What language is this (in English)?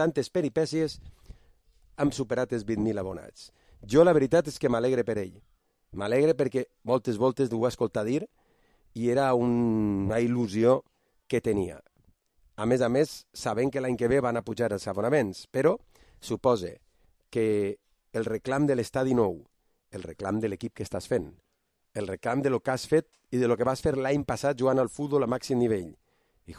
Catalan